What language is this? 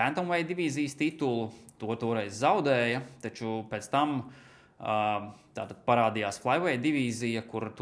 Latvian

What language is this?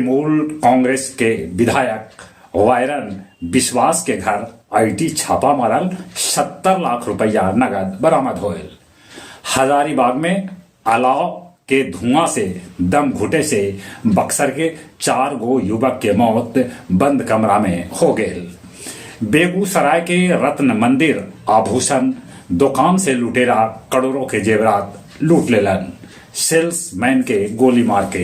Magahi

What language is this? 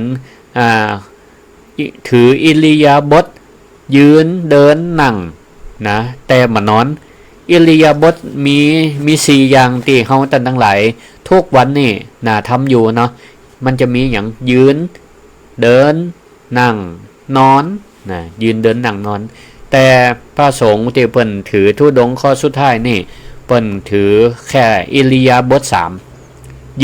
Northern Thai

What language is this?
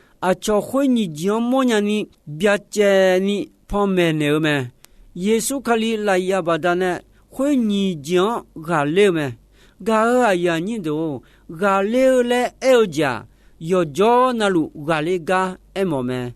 Akha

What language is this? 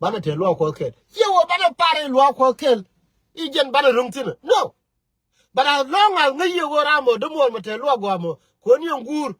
Nuer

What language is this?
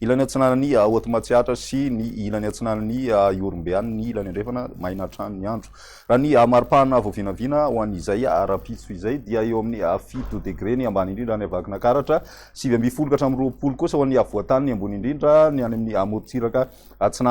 Malagasy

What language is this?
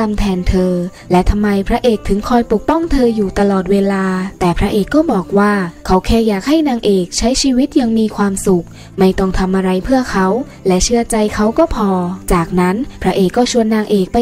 Thai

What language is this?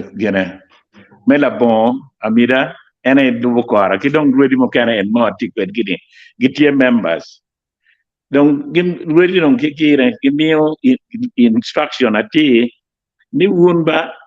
Acoli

